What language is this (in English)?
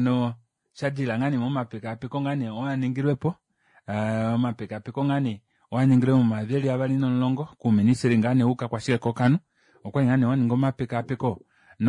Kuanyama